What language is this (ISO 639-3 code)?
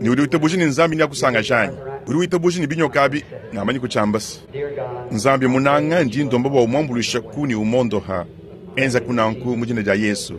lua